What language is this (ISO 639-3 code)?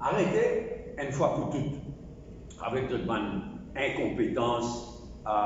mfe